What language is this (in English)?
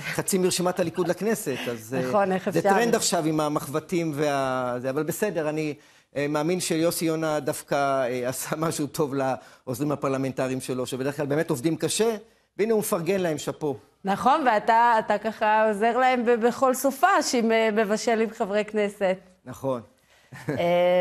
Hebrew